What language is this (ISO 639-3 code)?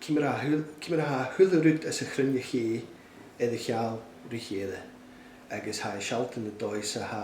gla